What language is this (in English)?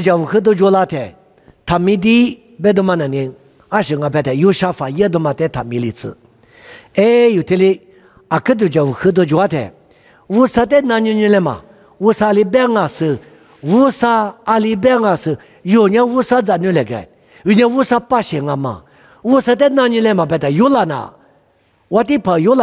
Lisu